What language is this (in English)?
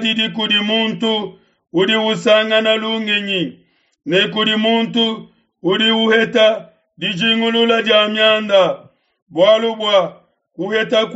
Luba-Lulua